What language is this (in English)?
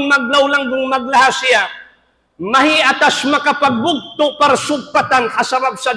Tausug